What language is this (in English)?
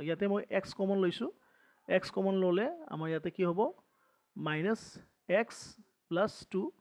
Assamese